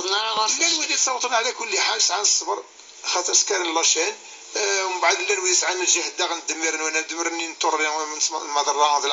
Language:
Kabyle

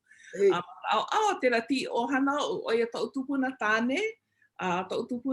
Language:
Hawaiian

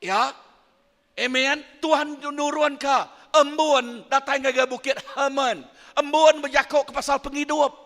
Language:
Iban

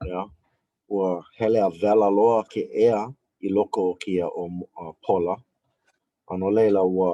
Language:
Hawaiian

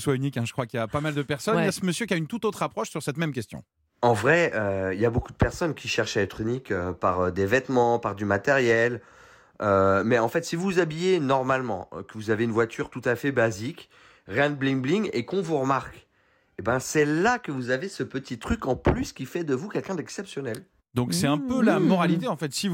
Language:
French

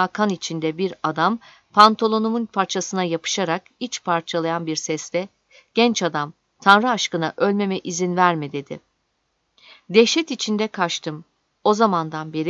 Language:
Turkish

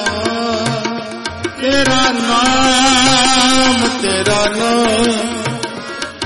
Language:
Punjabi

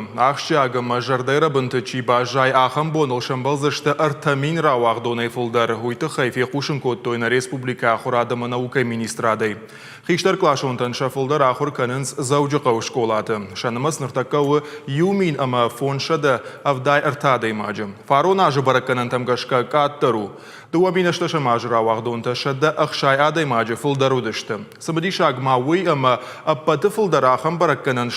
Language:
Ossetic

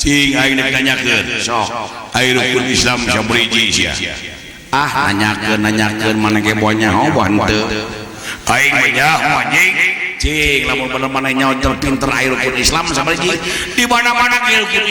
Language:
Sundanese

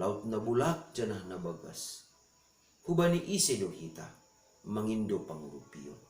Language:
Batak Simalungun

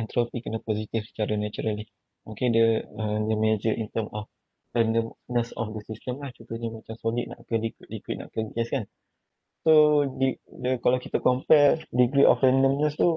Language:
Malay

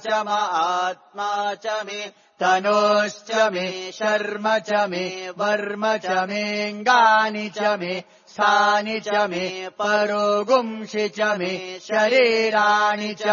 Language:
Sanskrit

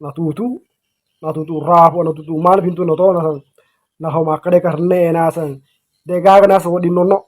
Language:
Buginese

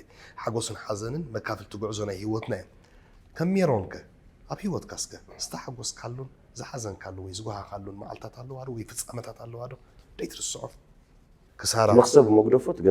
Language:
Tigrinya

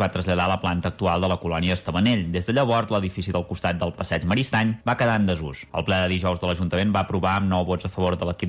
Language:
Catalan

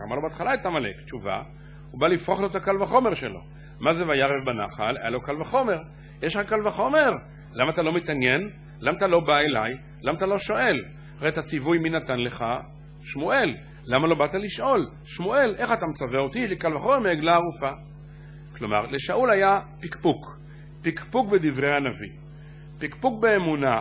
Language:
Hebrew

